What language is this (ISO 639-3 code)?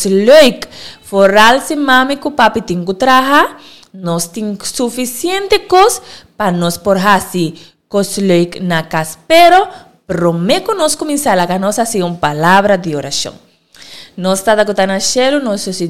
pap